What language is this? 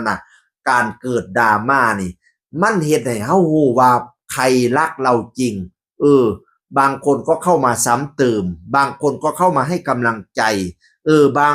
Northeastern Thai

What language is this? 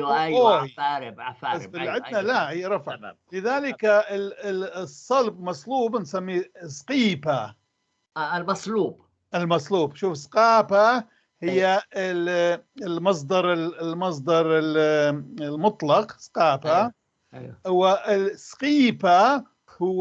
North Levantine Arabic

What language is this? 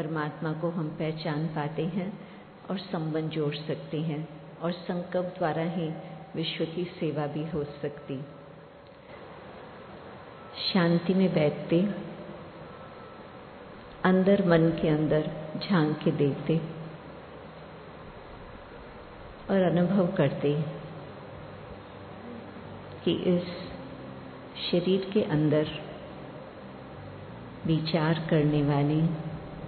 Hindi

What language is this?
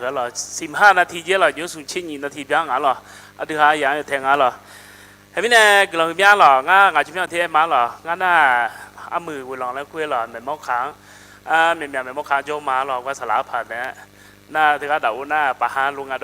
Akha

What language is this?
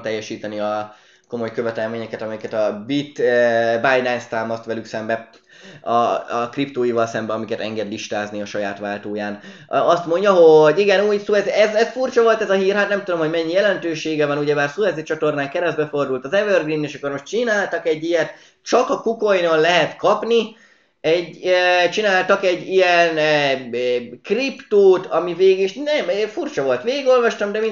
Hungarian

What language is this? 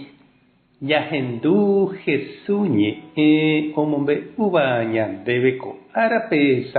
Guarani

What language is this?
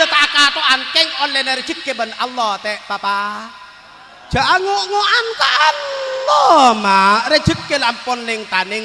Madurese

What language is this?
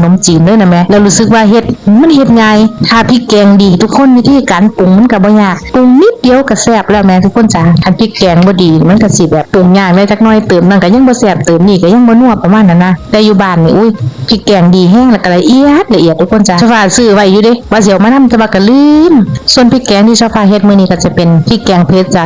Lao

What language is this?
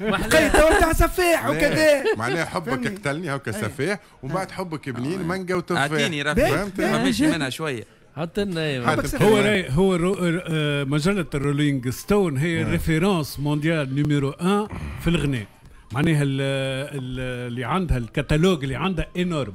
Tunisian Arabic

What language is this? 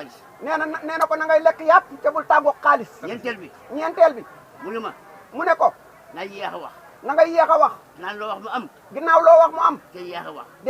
Wolof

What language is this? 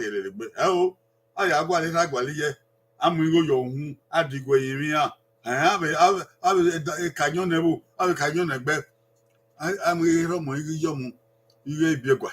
Bini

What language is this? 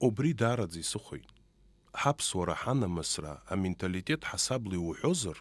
Abkhazian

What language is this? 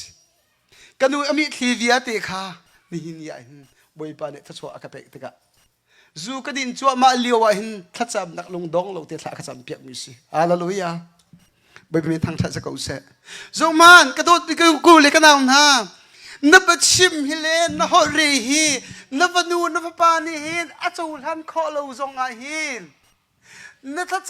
Hakha Chin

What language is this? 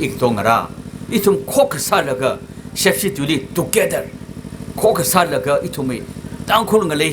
Tangkhul Naga (India)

